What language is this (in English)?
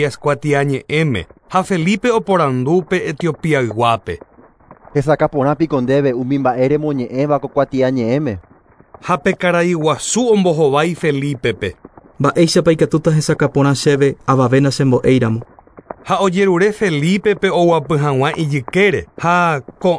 Guarani